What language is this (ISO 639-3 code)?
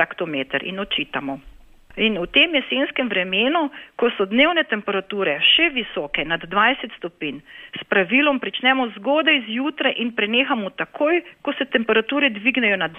slv